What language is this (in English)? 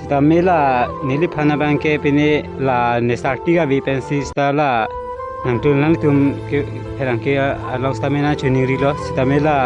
Karbi